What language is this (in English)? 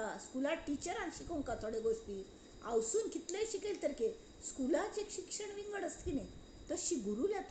Konkani